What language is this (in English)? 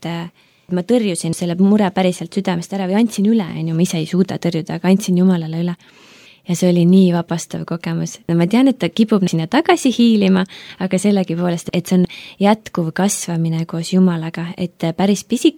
Estonian